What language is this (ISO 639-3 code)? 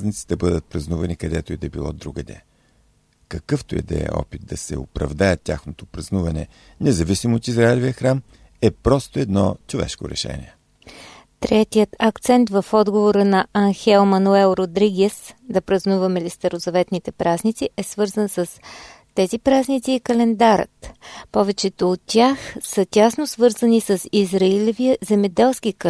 bul